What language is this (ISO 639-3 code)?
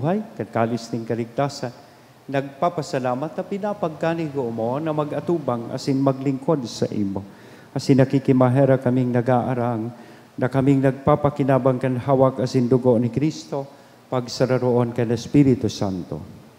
bik